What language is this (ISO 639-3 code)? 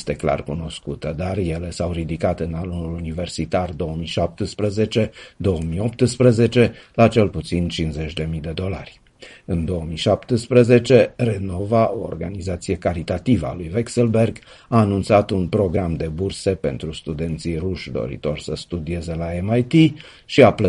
ron